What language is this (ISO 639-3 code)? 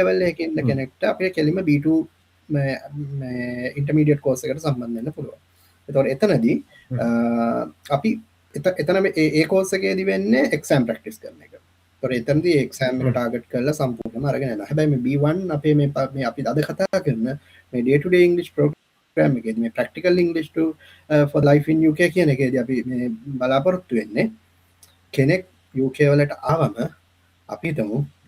sin